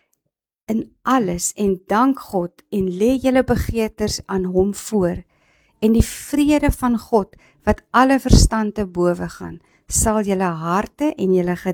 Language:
Afrikaans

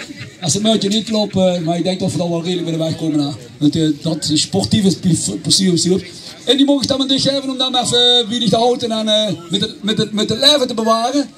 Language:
Limburgish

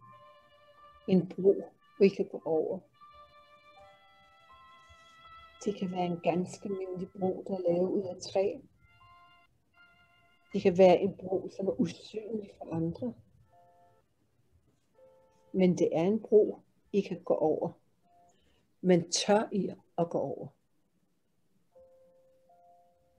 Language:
Danish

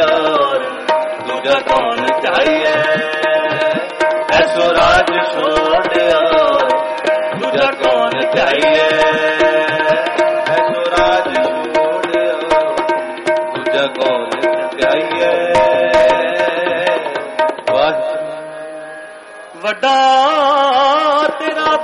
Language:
Punjabi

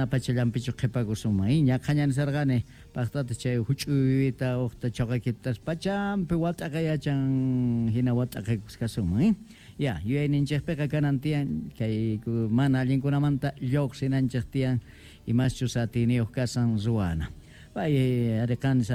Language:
Quechua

